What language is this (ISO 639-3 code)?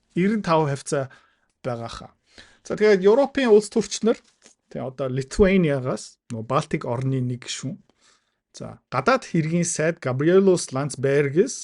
mon